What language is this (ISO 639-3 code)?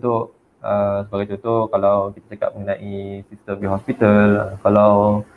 msa